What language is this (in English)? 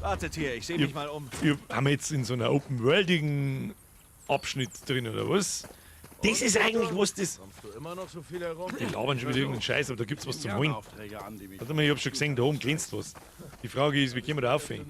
Bavarian